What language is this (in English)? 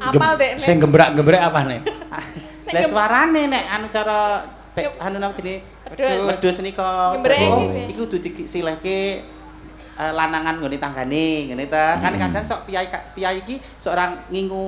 Javanese